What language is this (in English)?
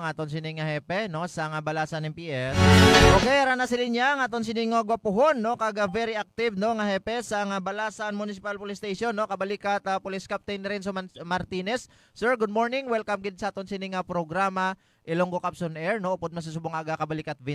Hiligaynon